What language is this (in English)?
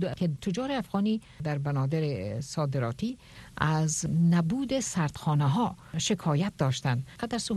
Persian